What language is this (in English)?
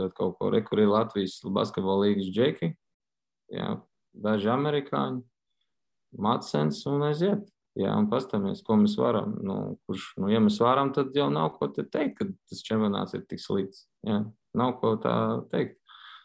Latvian